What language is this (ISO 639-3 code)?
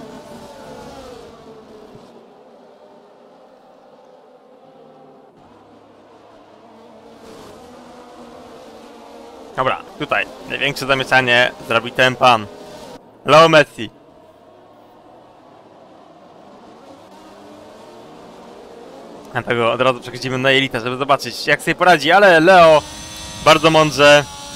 pol